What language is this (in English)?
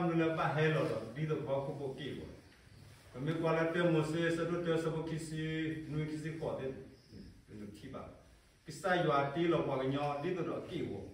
S'gaw Karen